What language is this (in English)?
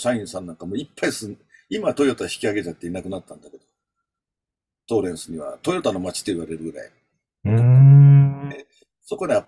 Japanese